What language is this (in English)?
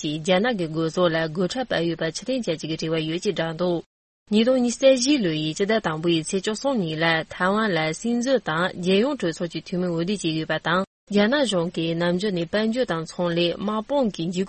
Tibetan